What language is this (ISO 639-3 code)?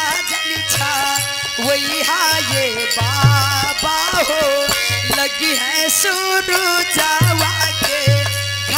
bho